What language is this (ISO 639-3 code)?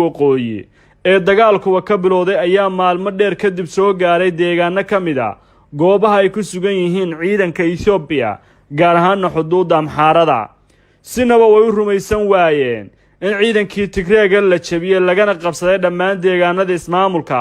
som